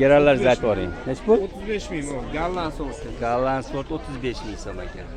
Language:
Uzbek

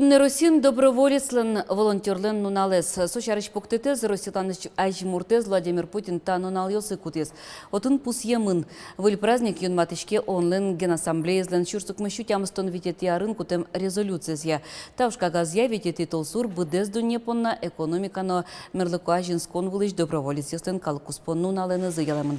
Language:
Udmurt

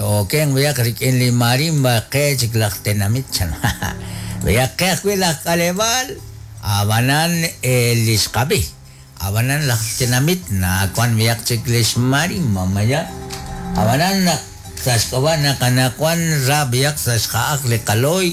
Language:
Kekchí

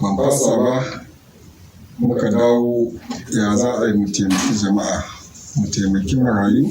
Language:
Hausa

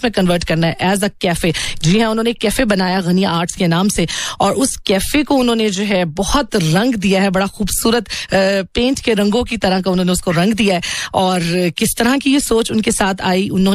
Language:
Hindi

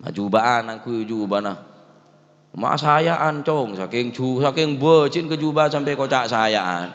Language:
Madurese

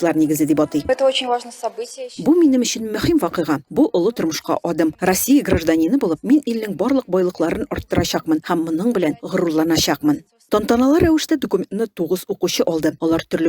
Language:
Tatar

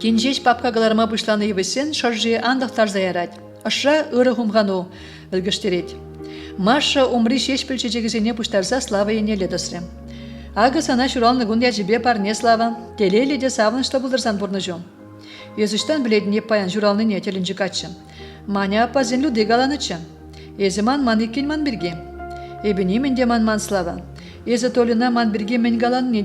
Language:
Chuvash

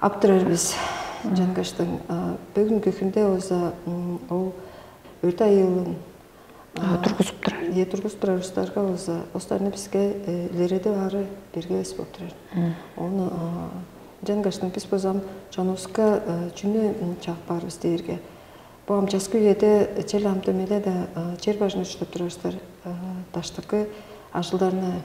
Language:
Tuvinian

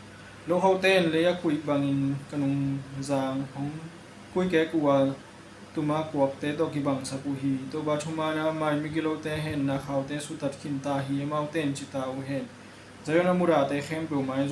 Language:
Tedim Chin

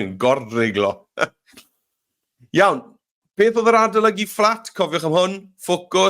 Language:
Welsh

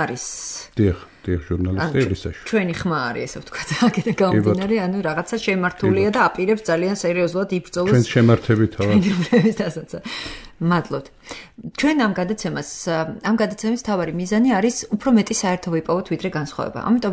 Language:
Georgian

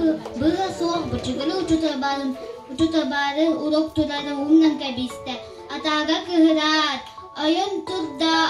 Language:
Yakut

